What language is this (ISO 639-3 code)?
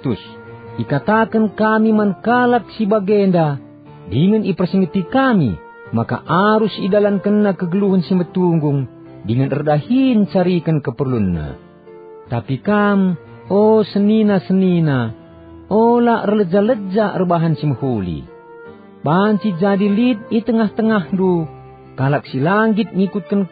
btx